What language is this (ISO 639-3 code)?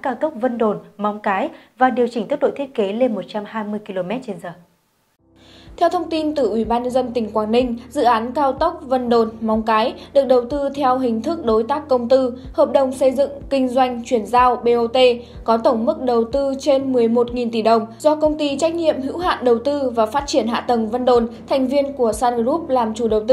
vie